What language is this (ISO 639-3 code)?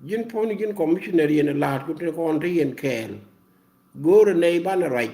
nus